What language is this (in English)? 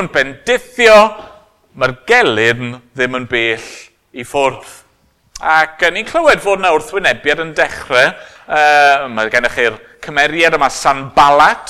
Welsh